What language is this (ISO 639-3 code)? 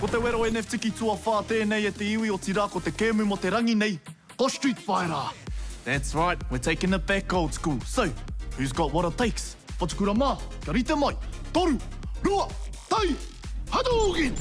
mri